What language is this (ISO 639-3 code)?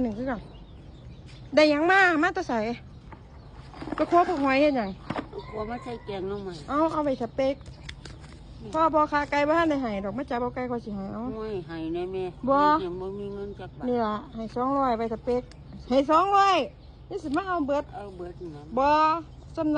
lao